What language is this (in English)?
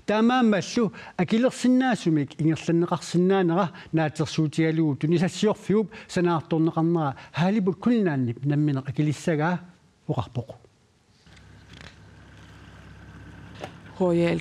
Kalaallisut